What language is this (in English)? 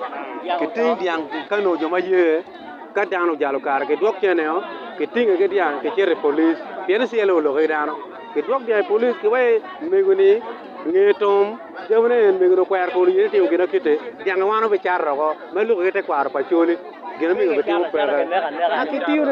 Acoli